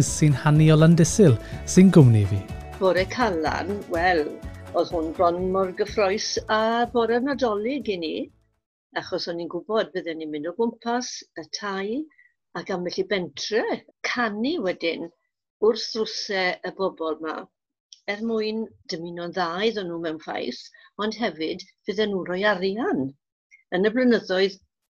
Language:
Welsh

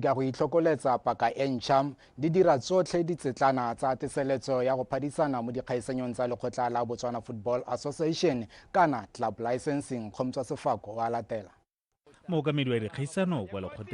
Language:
Tswana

